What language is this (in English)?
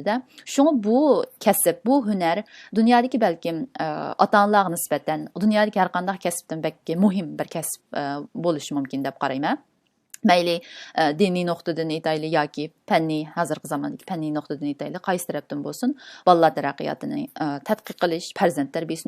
Uyghur